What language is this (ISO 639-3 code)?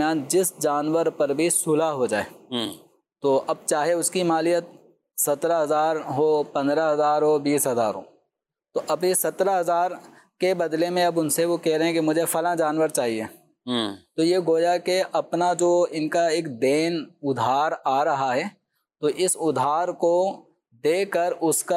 urd